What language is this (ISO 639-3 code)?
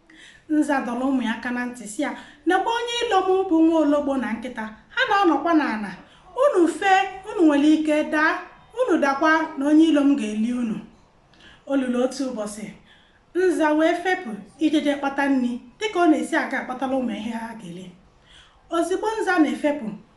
ibo